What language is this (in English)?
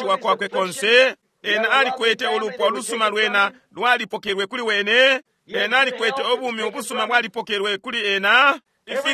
Bemba